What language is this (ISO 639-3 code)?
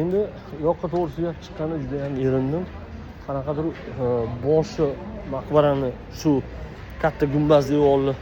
uzb